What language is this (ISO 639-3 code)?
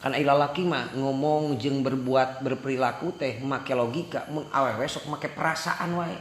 sun